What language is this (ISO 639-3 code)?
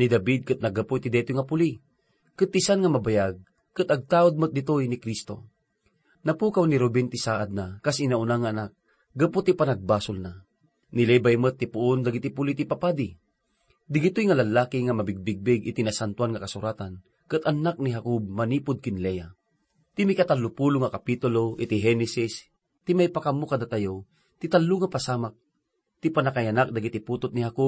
ilo